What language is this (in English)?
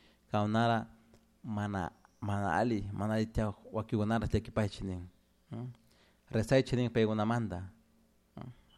Chimborazo Highland Quichua